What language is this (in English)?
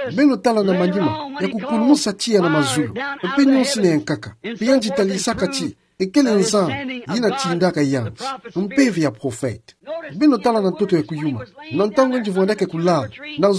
Kituba (Democratic Republic of Congo)